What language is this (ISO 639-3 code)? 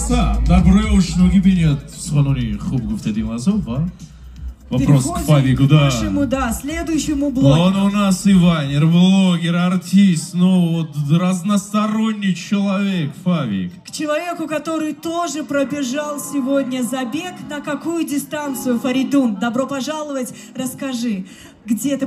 tgk